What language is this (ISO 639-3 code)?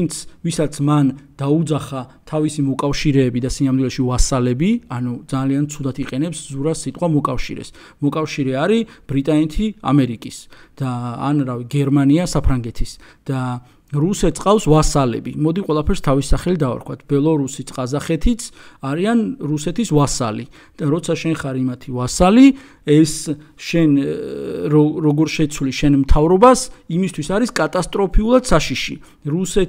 kat